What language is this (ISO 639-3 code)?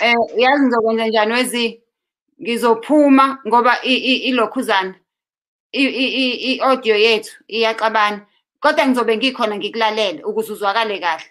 zul